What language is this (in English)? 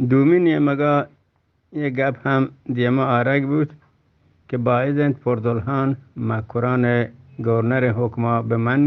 Eastern Balochi